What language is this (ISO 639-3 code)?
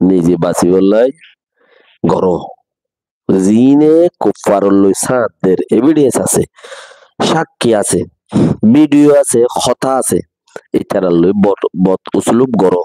rhg